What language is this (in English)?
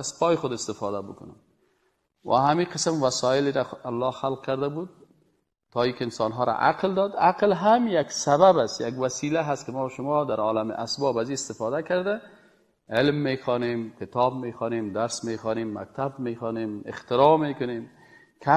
Persian